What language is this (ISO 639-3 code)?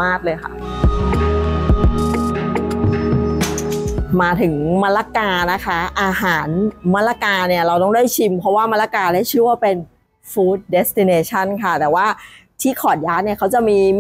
tha